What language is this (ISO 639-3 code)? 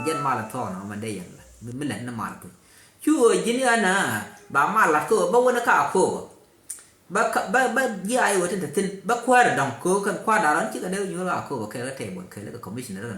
nus